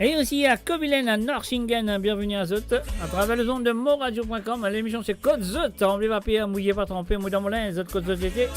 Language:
Morisyen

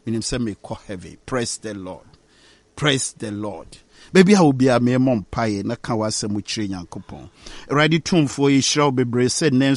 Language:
Akan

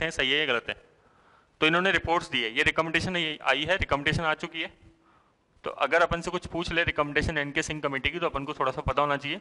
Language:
Hindi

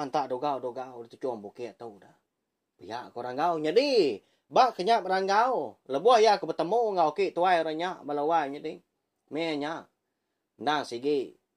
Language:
Iban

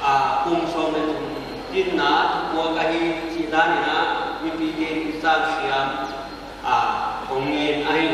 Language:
Paite Chin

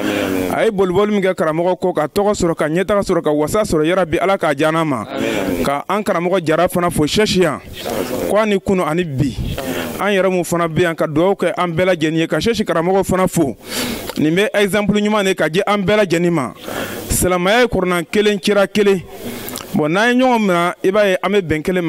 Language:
Bambara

